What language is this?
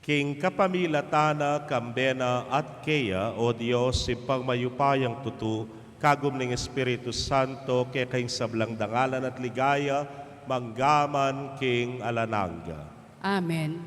Pampanga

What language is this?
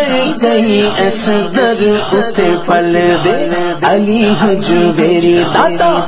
Urdu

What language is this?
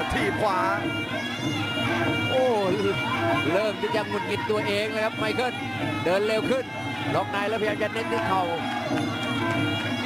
Thai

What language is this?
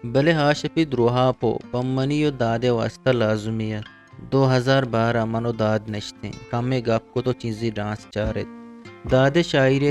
Eastern Balochi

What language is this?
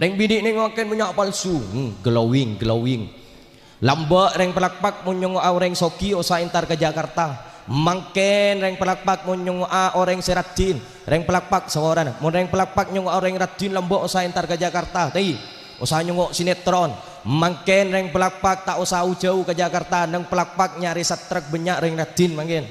Madurese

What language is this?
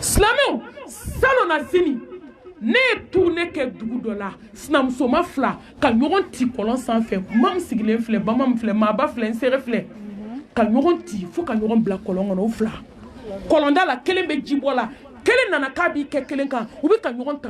Bambara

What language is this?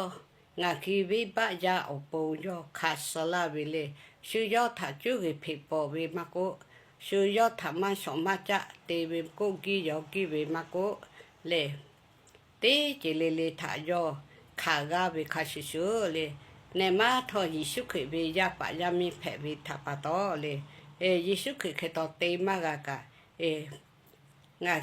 Lahu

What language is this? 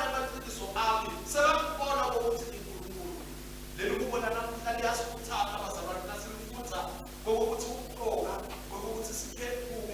Swati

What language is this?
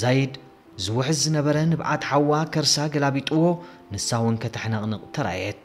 Tigrinya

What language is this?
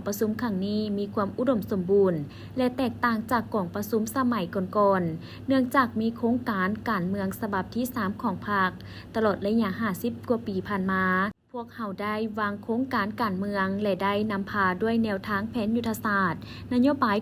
Lao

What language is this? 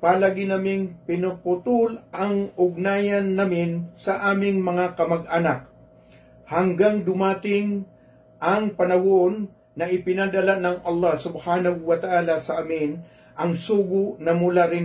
Maranao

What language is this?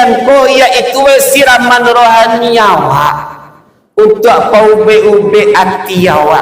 Minangkabau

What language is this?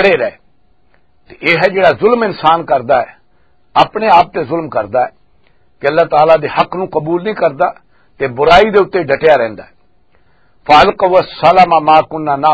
Western Panjabi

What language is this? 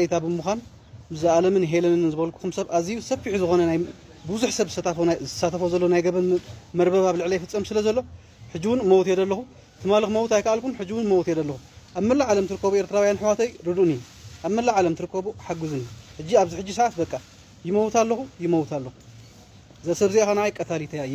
Tigrinya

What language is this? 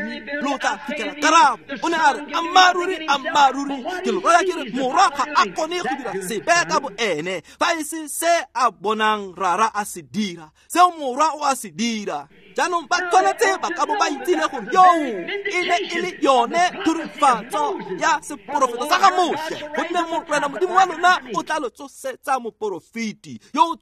Tswana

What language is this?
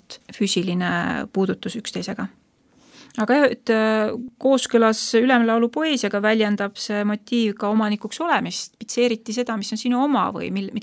Estonian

